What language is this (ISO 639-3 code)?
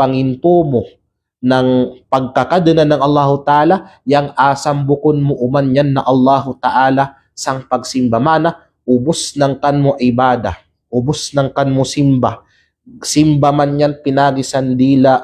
kqe